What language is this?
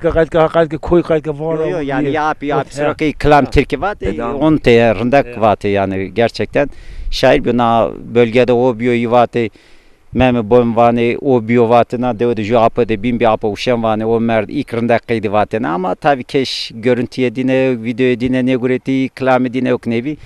Zaza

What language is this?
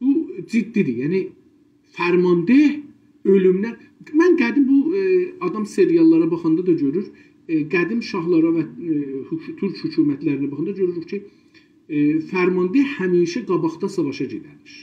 South Azerbaijani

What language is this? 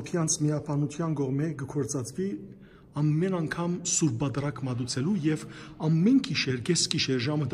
Western Armenian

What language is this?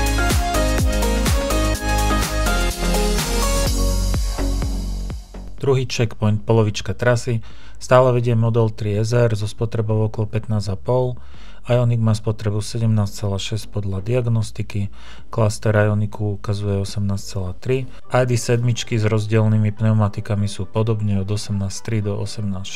Slovak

